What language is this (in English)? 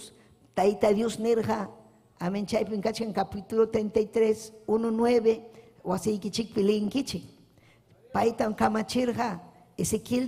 Ayacucho Quechua